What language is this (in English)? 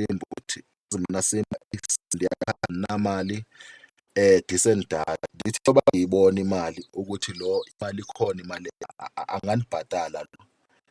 Zulu